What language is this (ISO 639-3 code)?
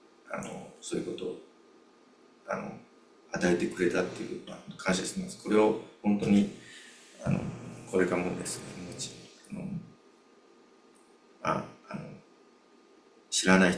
jpn